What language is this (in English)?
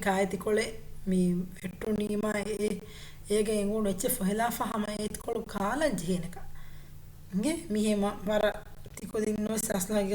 Divehi